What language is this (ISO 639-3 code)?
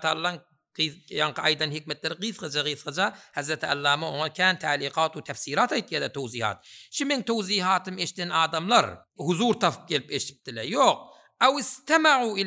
tuk